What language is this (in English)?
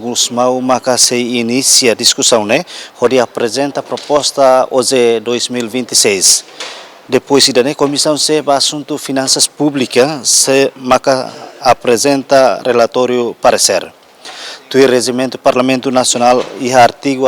Tetum